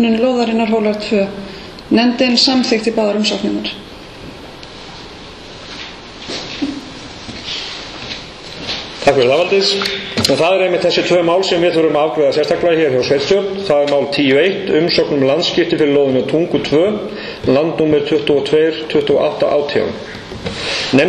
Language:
Icelandic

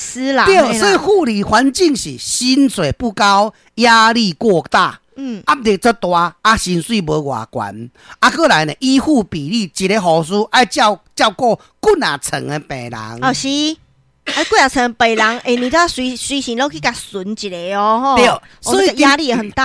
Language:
Min Nan Chinese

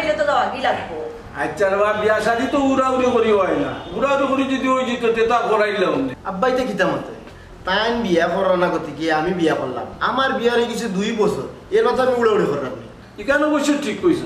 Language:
Sylheti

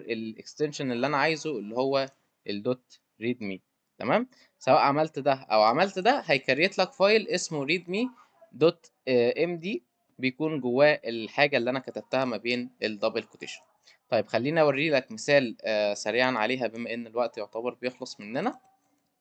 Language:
Egyptian Arabic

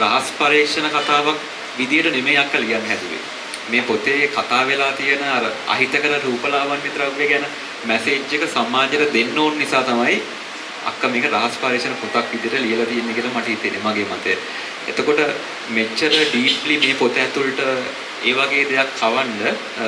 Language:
Sinhala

